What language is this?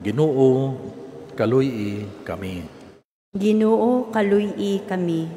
Cebuano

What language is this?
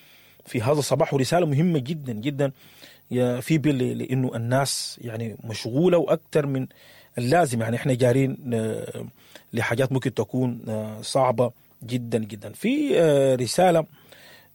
Sudanese Arabic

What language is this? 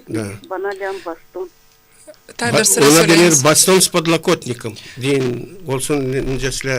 Gagauz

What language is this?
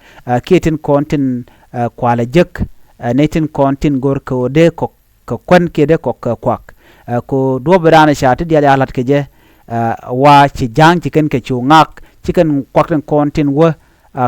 Nuer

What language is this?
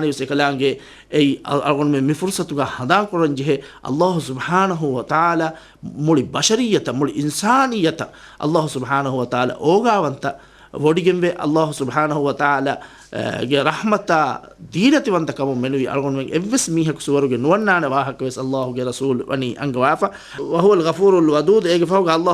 Divehi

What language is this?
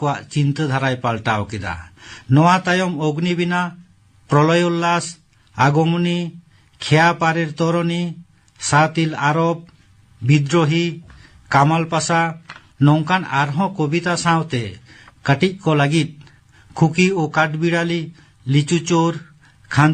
Santali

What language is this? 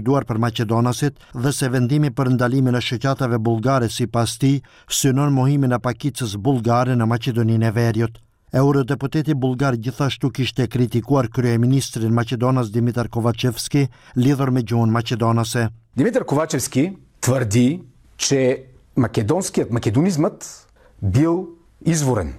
Albanian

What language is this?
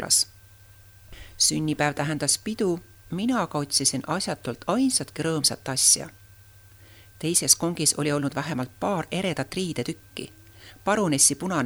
Estonian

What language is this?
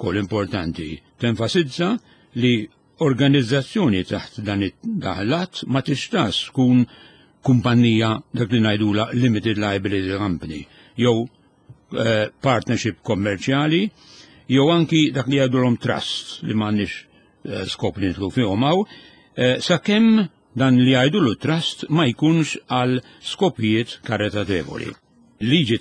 Maltese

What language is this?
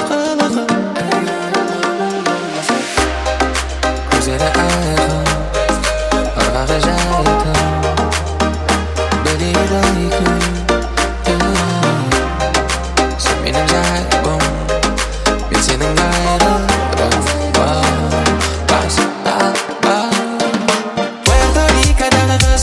Kazakh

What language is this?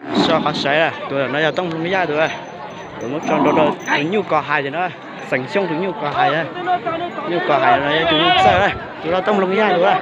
Hmong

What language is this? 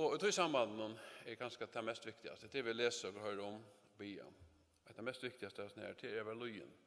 Faroese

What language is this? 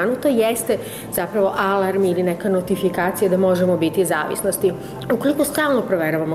Serbian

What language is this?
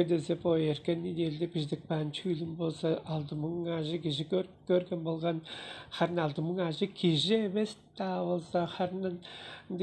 Tuvinian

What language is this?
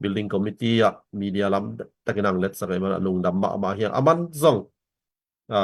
Tedim Chin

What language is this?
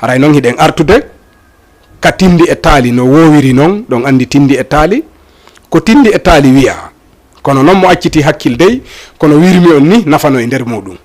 Fula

